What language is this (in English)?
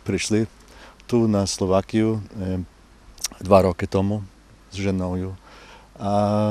Rusyn